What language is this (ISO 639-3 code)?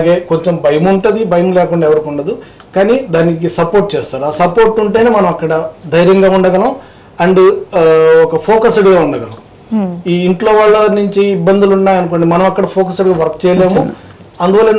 tel